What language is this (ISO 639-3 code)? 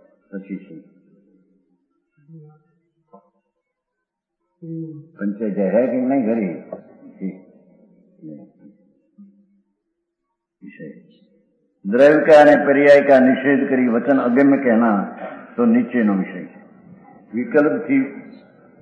guj